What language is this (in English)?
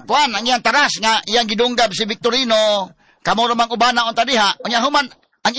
Cebuano